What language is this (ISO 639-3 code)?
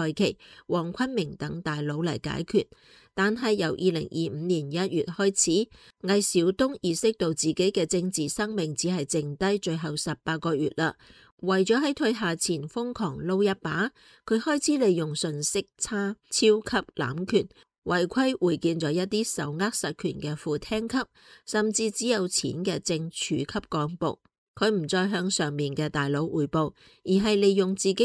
yue